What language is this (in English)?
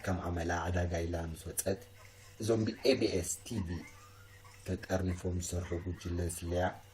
Tigrinya